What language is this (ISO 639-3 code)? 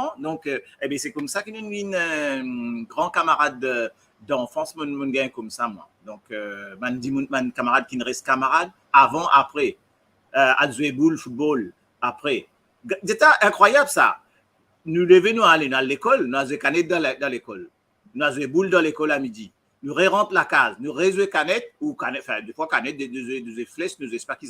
mfe